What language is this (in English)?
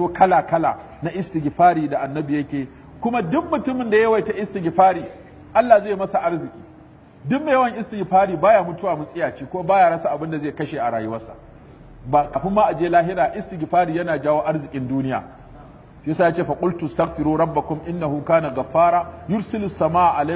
Hausa